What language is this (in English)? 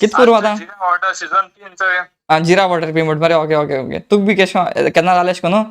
Konkani